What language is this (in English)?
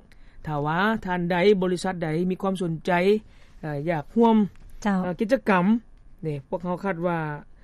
Lao